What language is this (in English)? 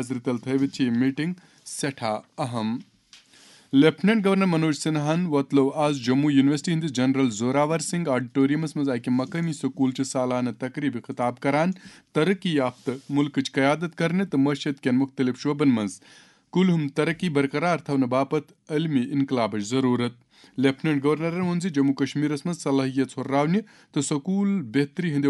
Kashmiri